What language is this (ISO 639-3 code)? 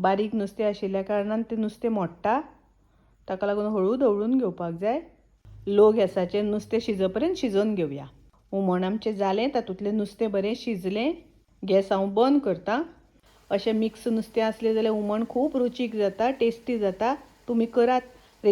kok